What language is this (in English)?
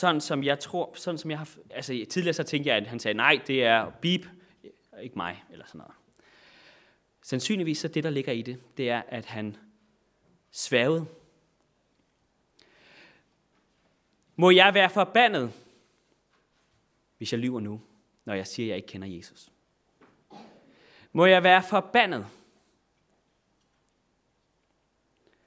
Danish